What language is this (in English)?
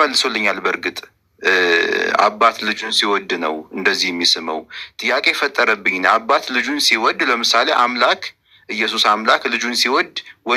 Amharic